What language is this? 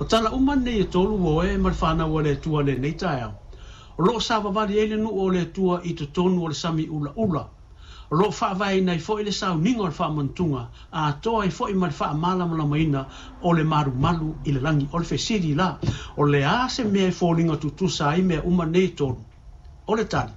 Samoan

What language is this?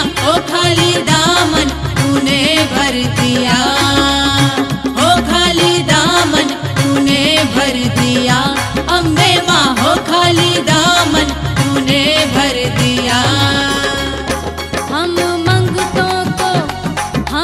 Hindi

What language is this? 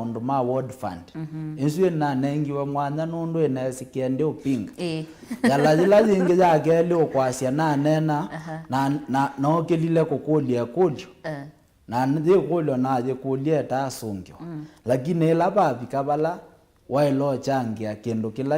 Kamba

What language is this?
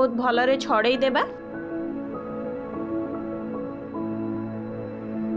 Odia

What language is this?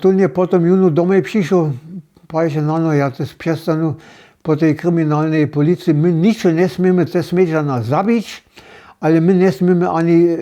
Upper Sorbian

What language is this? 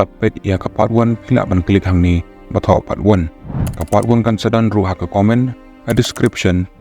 Khasi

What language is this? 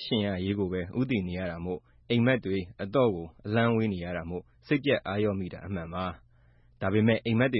Burmese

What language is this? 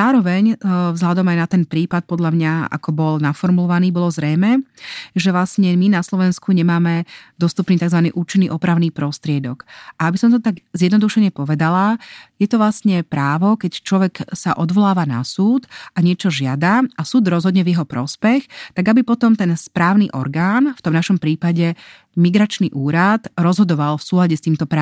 Slovak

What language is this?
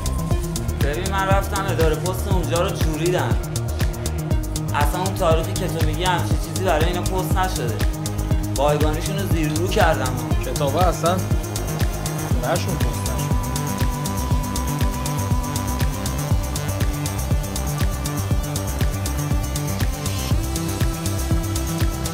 Persian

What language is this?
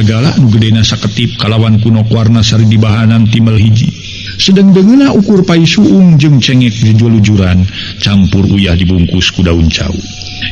Sundanese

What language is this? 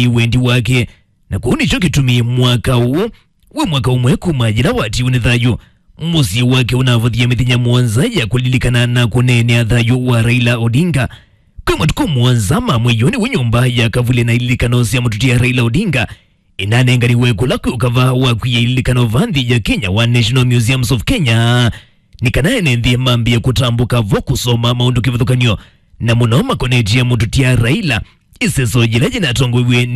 Kamba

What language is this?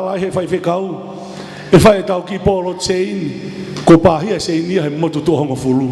Tongan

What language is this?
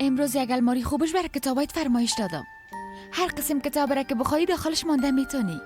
Persian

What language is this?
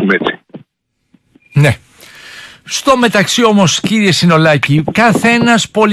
Greek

